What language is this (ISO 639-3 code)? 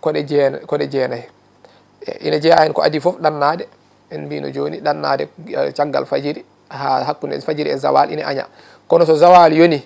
ful